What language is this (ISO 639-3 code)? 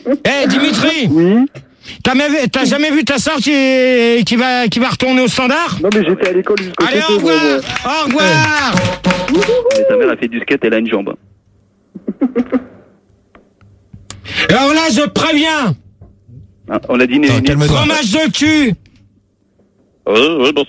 fra